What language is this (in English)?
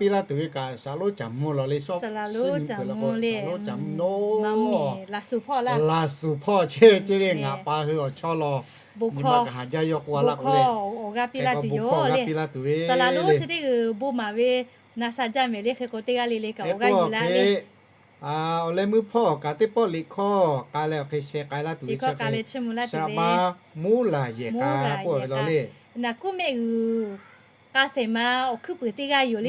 Lahu